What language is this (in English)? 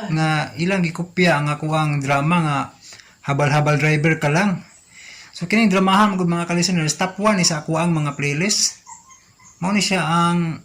Cebuano